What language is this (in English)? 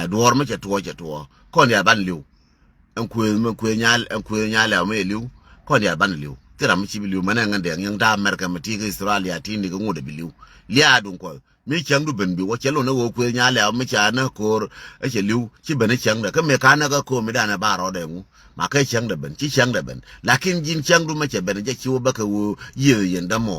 Nuer